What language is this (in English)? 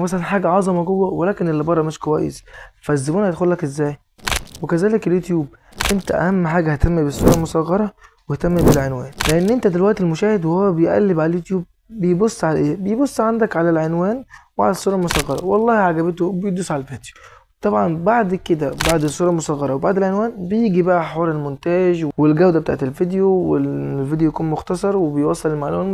Egyptian Arabic